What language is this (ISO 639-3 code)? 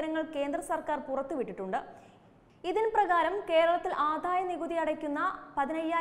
mal